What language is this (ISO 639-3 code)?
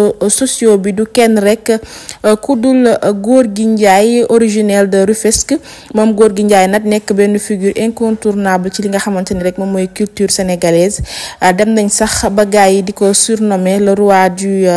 wol